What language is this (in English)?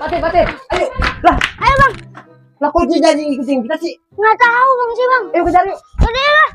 Betawi